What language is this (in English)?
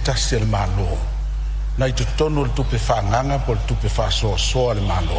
Samoan